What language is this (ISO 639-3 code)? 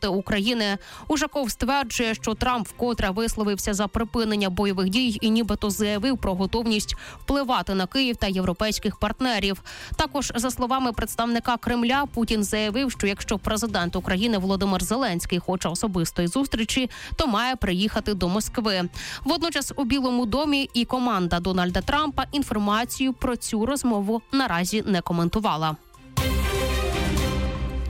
ukr